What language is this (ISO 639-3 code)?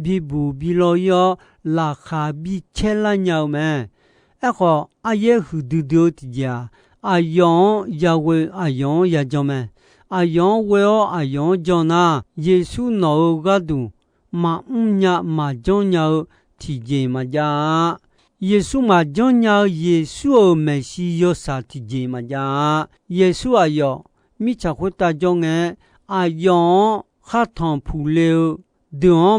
ahk